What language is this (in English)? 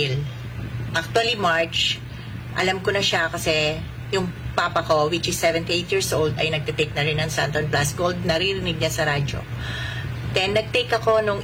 Filipino